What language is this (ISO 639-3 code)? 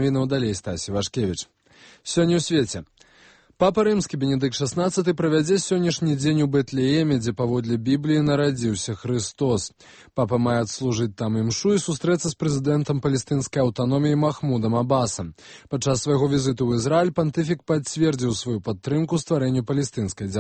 bel